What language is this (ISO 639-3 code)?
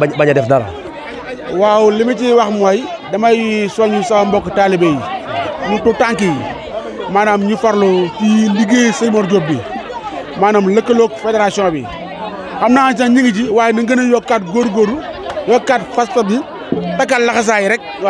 wol